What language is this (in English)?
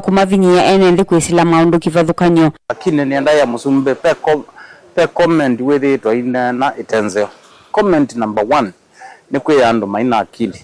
Kamba